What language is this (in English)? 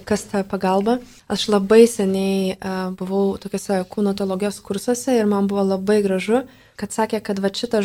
Lithuanian